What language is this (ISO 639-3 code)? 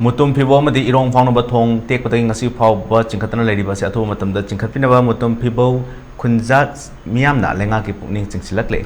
mni